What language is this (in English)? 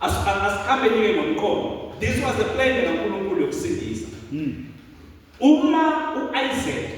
Zulu